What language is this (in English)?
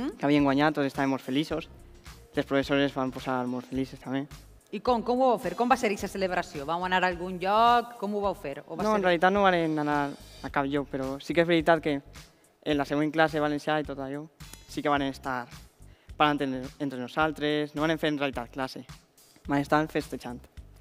Catalan